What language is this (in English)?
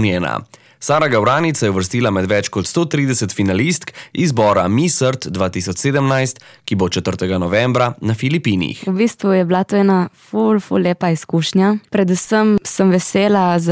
Slovenian